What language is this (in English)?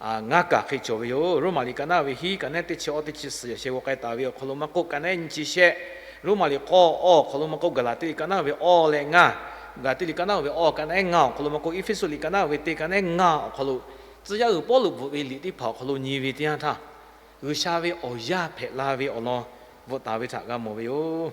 Lahu